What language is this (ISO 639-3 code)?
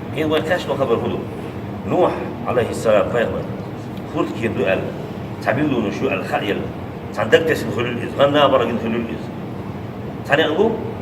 che